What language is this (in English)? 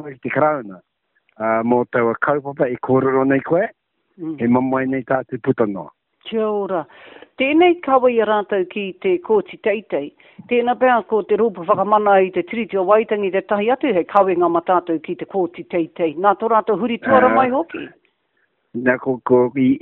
Māori